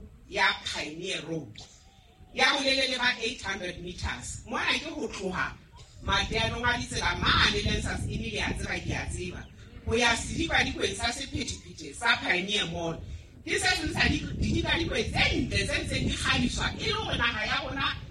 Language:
Southern Sotho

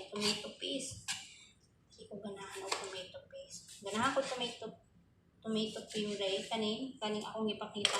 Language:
Cebuano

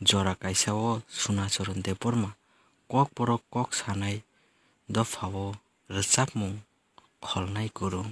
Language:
Kok Borok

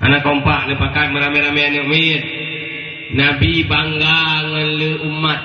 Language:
Achinese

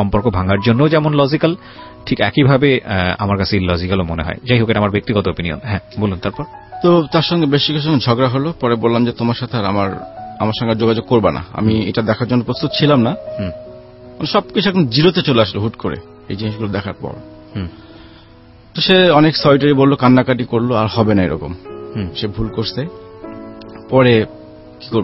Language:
Bangla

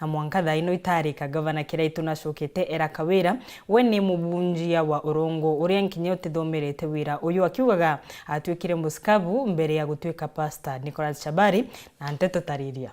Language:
Meru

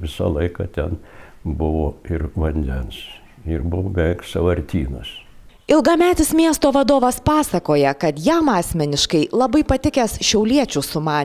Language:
Lithuanian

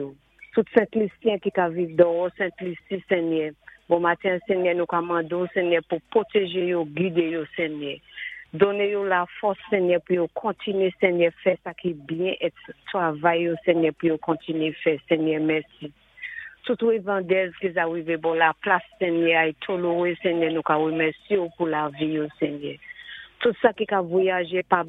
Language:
Saint Lucian Creole French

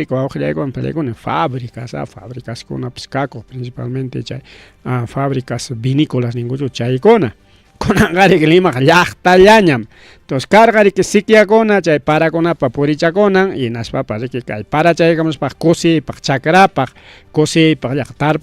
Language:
Ayacucho Quechua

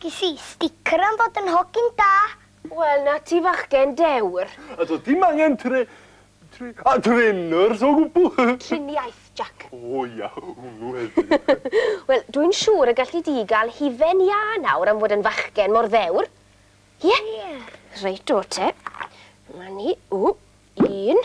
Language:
Welsh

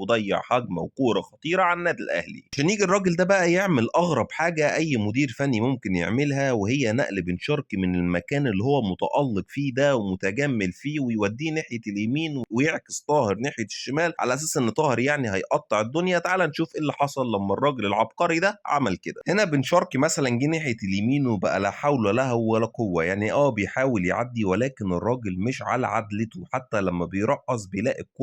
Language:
Egyptian Arabic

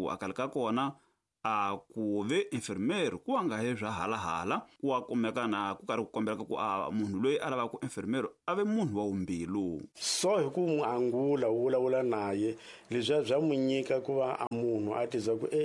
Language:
Tsonga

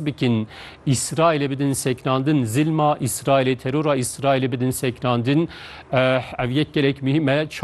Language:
Kurdish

